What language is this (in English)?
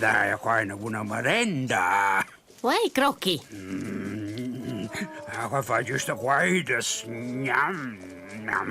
Romansh